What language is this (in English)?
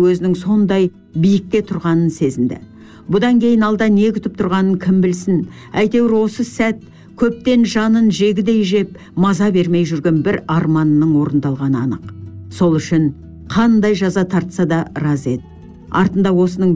Kazakh